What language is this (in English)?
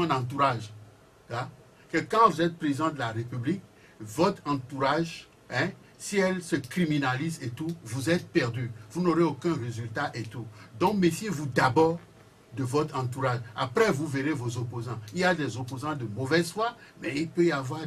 French